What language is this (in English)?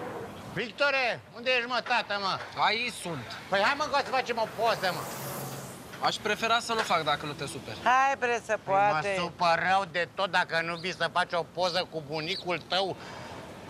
Romanian